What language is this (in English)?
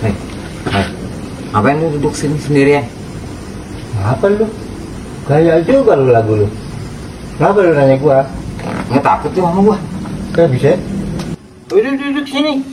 Betawi